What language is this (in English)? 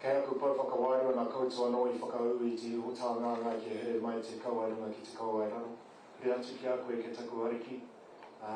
Māori